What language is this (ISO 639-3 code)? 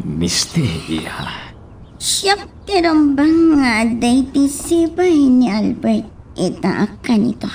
ilo